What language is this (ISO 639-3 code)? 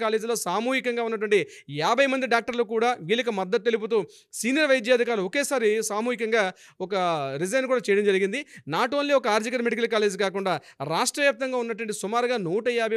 tel